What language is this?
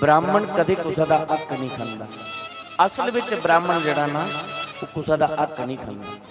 Dogri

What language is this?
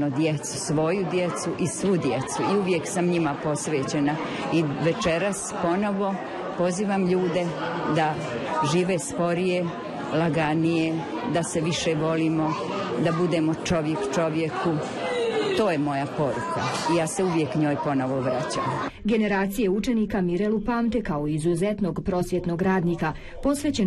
Bosnian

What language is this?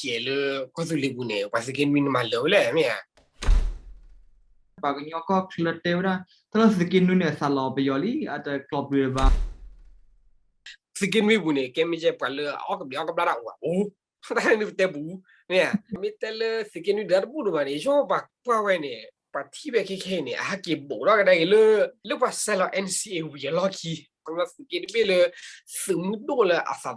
S'gaw Karen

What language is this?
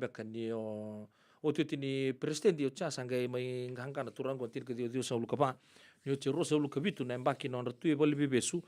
Fijian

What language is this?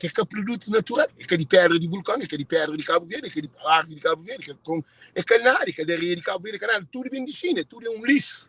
Kabuverdianu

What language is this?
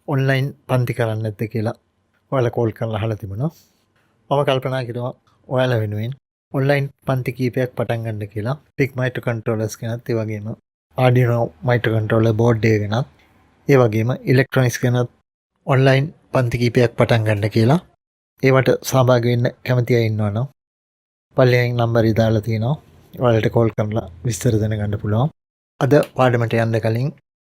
Sinhala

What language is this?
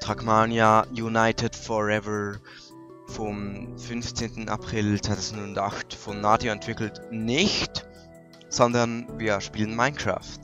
Swiss German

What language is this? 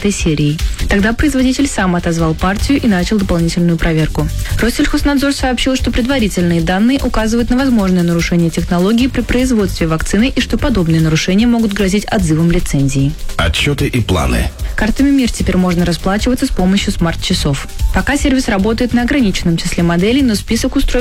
Russian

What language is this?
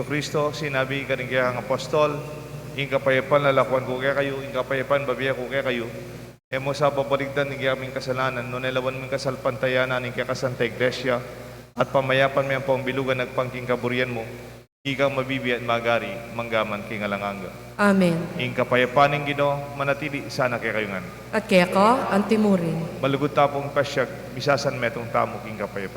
Pampanga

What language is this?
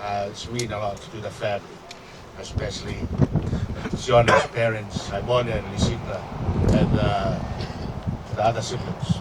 Tongan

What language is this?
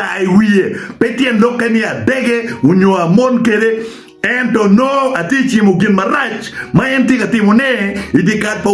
Acoli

